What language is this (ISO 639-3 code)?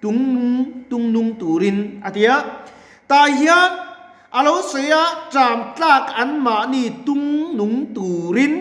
lus